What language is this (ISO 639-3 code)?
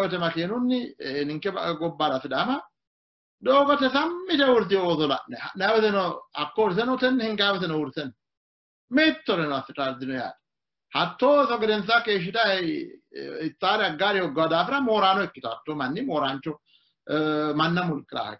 sid